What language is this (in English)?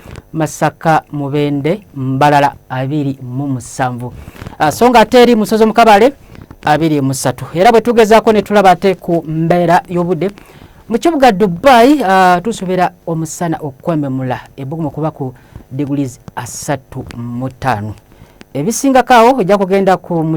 Ganda